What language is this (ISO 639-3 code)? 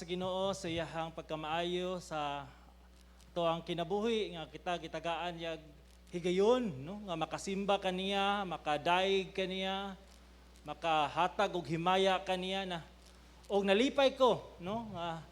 ceb